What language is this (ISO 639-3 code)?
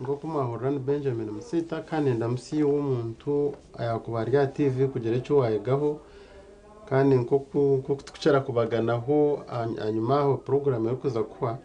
nyn